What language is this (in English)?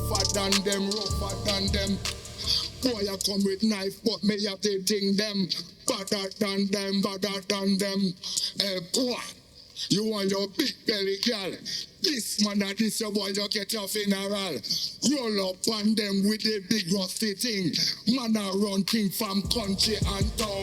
Jamaican Creole English